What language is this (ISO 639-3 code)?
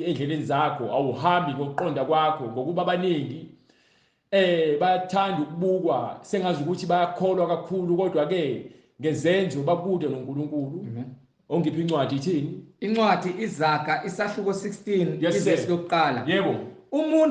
zul